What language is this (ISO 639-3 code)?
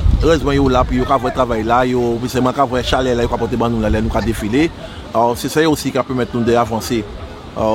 gcf